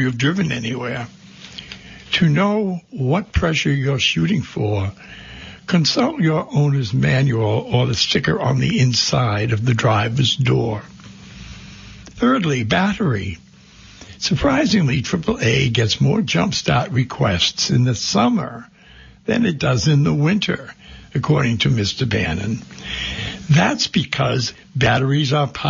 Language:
English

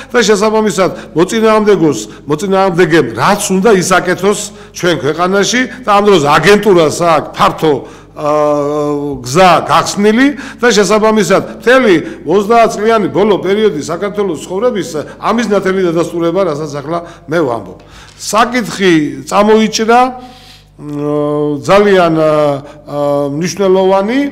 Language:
Georgian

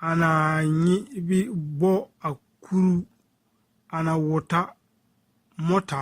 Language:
Bissa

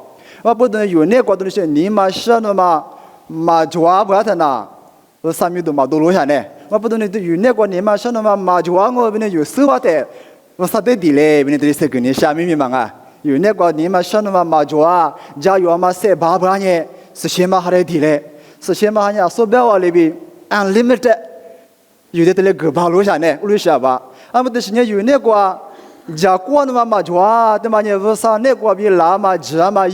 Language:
Lisu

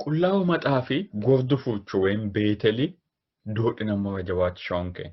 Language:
Sidamo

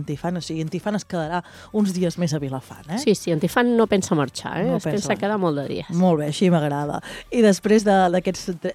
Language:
Catalan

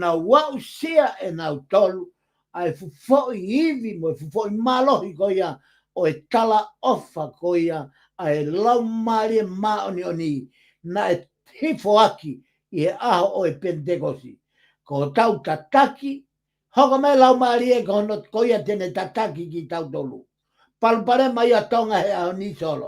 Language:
Tongan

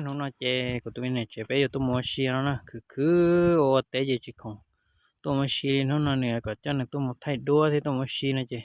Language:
Hmong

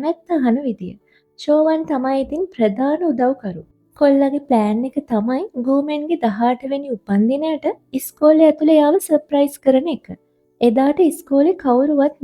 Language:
Sinhala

